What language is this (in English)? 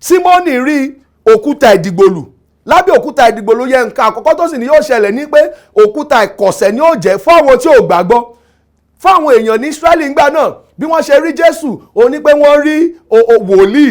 Yoruba